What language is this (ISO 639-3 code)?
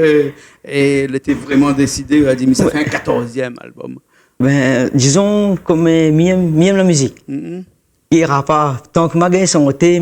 rcf